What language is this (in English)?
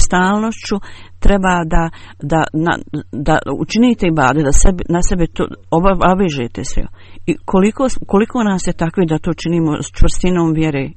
Bosnian